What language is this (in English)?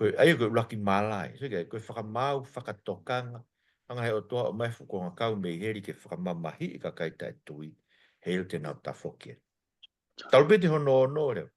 Tongan